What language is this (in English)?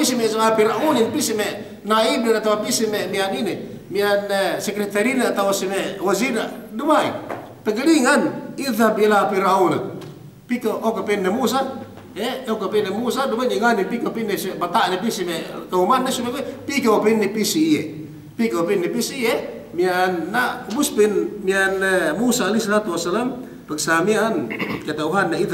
Yakan